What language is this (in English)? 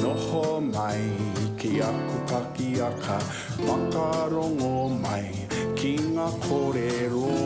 Māori